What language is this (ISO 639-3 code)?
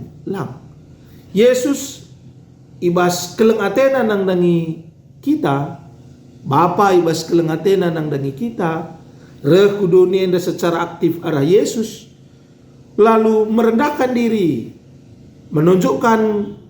btx